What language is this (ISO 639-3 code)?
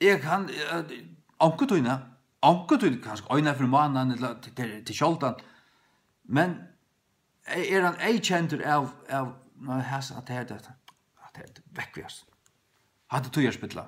fao